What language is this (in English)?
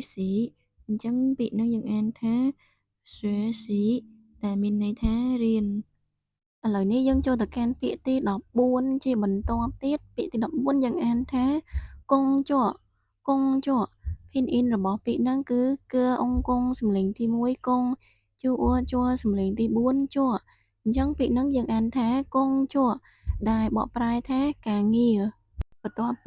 Khmer